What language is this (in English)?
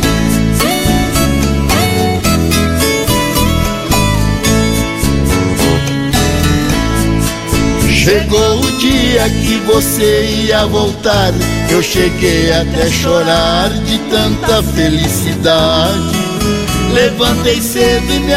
Portuguese